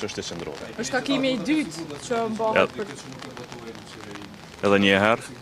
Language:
Albanian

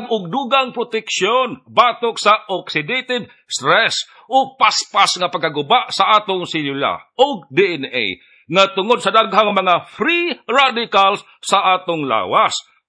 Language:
Cebuano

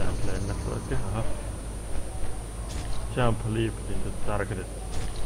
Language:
Finnish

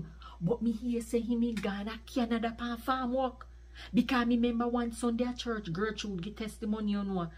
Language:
Jamaican Creole English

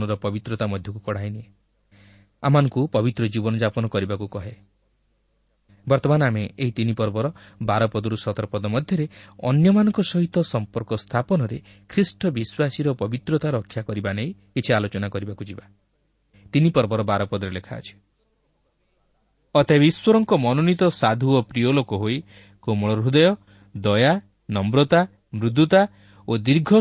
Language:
Odia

